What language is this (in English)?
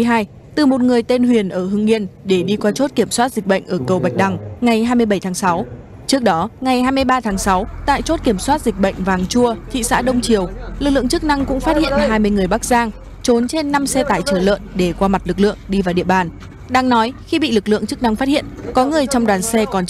Vietnamese